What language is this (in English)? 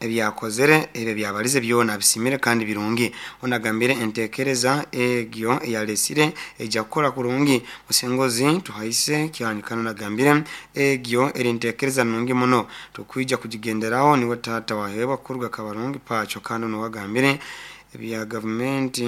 Nyoro